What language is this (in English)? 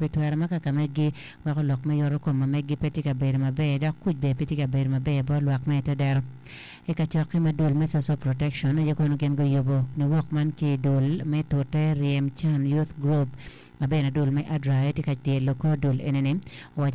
Acoli